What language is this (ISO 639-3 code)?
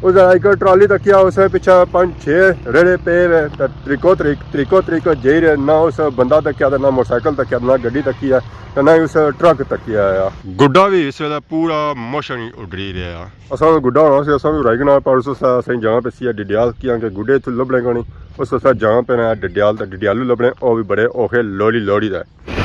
phr